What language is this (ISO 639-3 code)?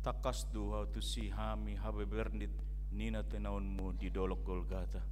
bbc